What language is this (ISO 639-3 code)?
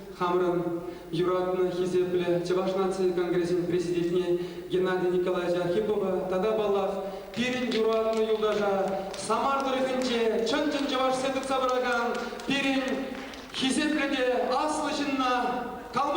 chv